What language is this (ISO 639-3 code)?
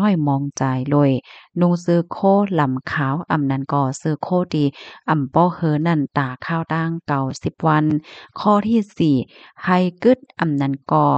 shn